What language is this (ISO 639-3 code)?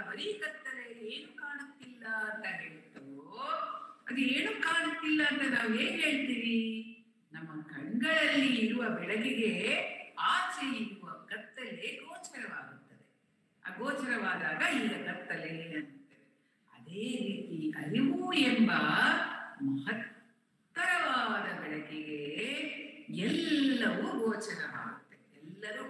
kan